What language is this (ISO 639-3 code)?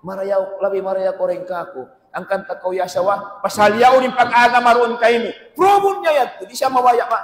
tsg